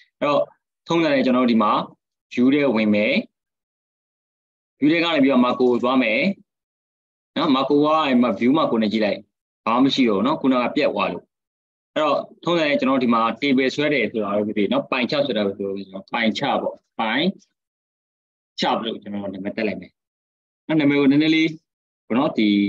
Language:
Burmese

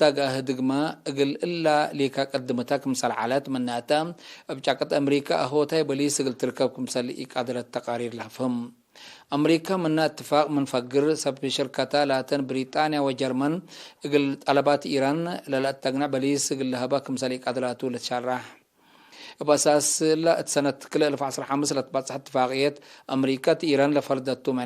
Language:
Tigre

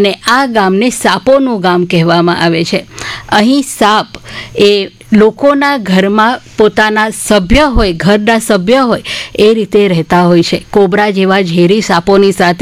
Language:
Gujarati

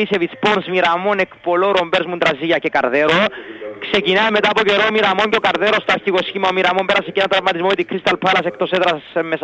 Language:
Greek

